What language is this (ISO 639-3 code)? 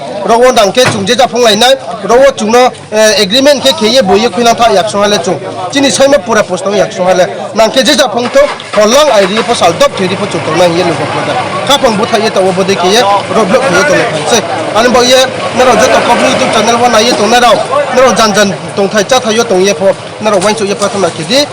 ria